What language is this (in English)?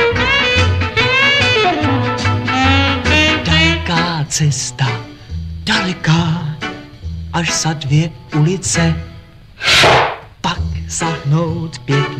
Czech